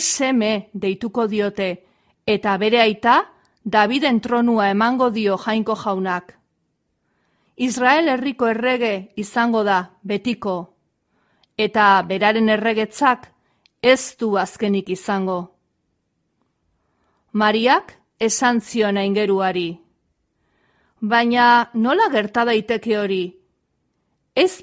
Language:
Basque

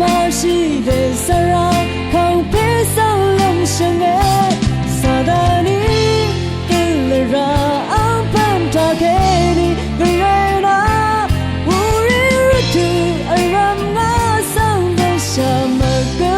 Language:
Rawang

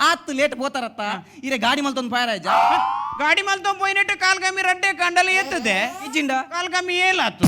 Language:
Tulu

